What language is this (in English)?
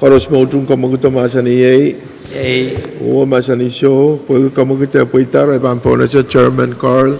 Pohnpeian